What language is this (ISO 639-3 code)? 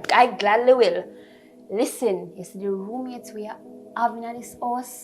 jam